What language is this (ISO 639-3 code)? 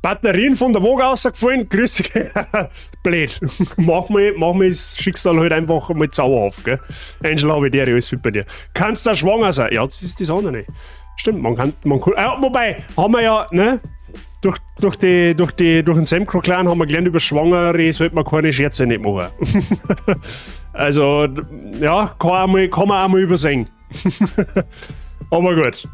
bar